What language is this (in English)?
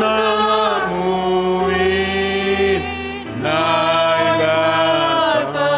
Batak Simalungun